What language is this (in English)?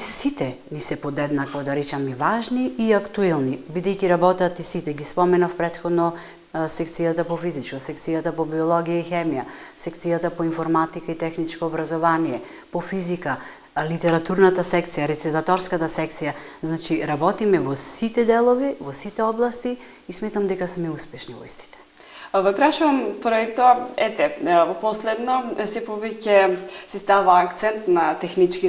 Macedonian